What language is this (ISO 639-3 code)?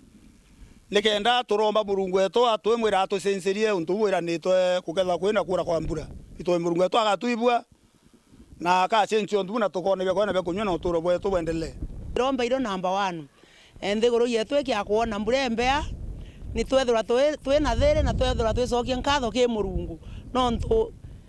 mer